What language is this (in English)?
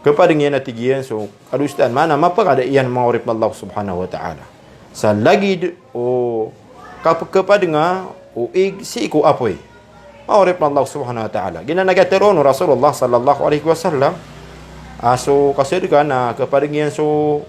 Maranao